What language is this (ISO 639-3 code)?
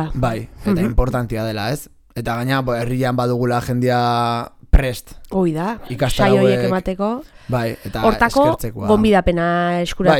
eus